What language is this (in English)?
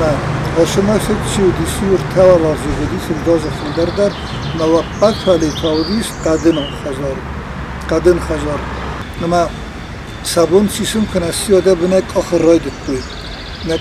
Ossetic